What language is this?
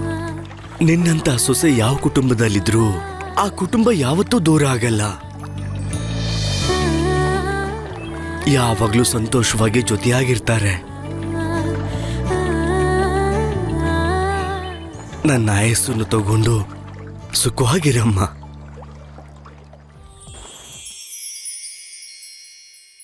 Kannada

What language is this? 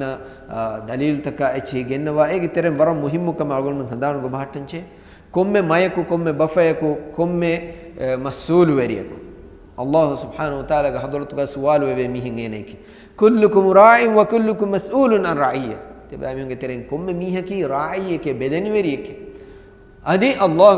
Divehi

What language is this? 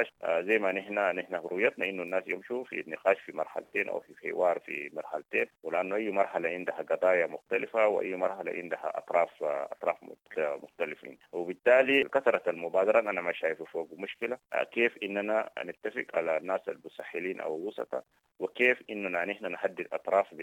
Sudanese Arabic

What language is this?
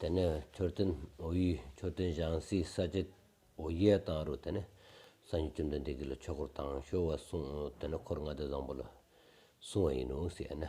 Stod Bhoti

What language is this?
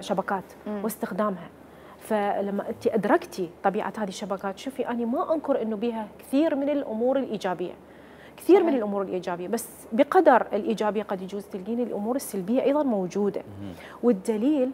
Mesopotamian Arabic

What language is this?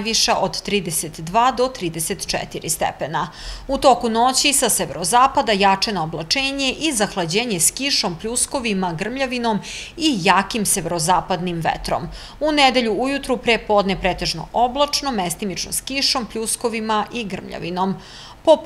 Serbian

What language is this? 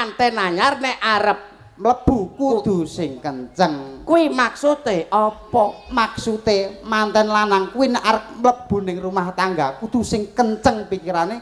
Javanese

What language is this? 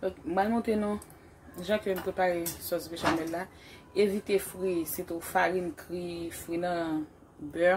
Haitian Creole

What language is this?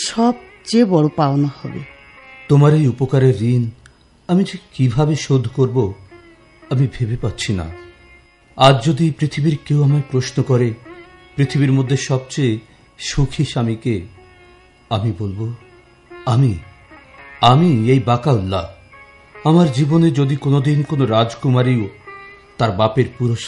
Bangla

